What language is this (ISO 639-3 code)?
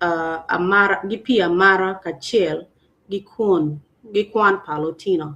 ach